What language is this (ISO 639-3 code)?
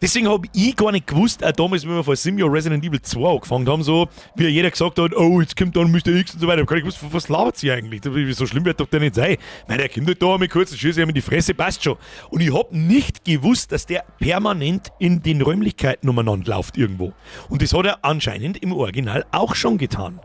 bar